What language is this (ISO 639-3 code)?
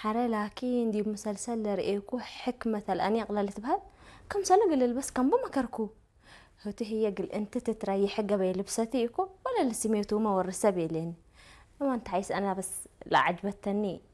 tig